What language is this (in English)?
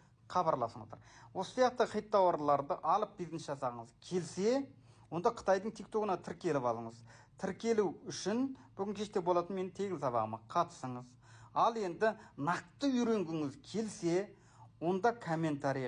Kazakh